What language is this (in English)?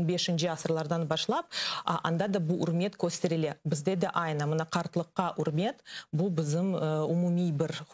Crimean Tatar